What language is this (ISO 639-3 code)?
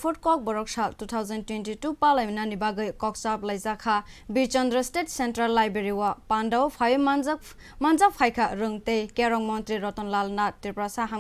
trp